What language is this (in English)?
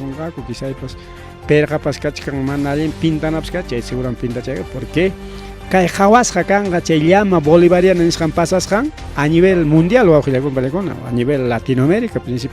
Ayacucho Quechua